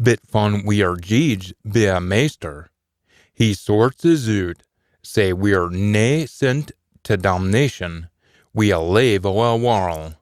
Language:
Scots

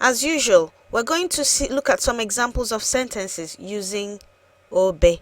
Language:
Igbo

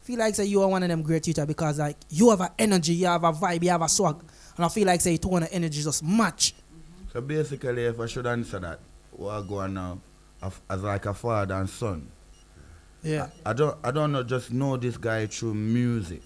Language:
Jamaican Creole English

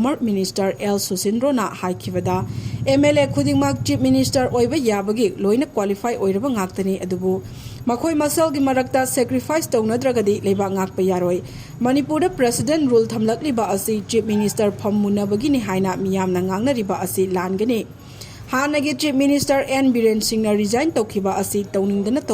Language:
Manipuri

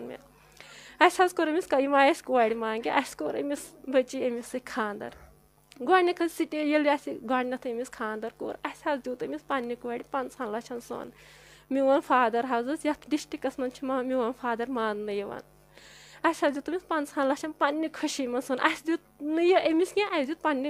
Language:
Kashmiri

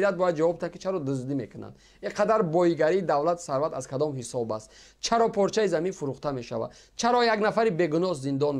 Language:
Tajik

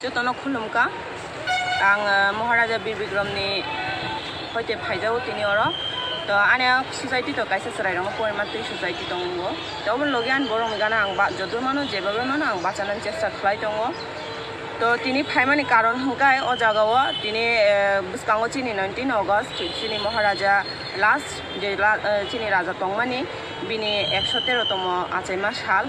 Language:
Kok Borok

